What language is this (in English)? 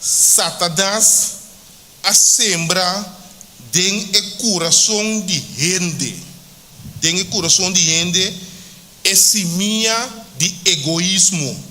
Papiamento